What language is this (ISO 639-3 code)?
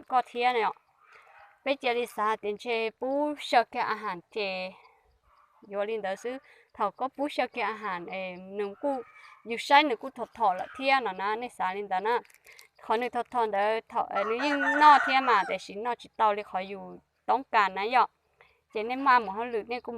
hmn